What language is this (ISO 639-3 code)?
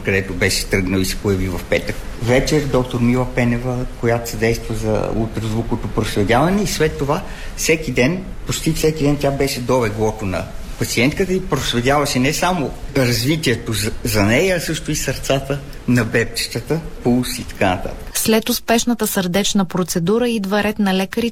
bul